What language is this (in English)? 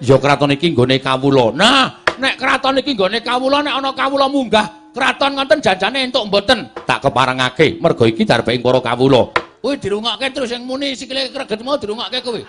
Javanese